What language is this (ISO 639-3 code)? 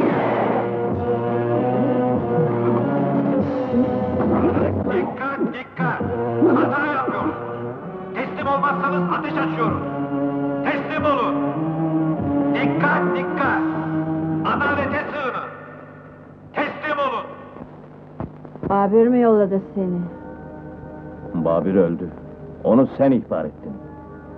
tur